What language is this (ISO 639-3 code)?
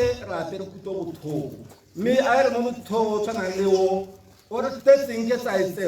tsn